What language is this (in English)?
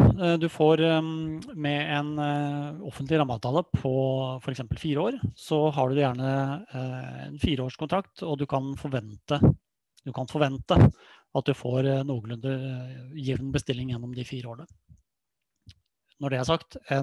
Norwegian